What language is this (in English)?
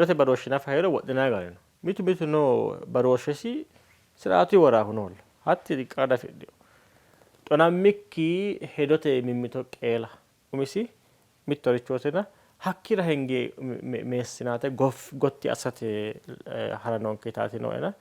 Sidamo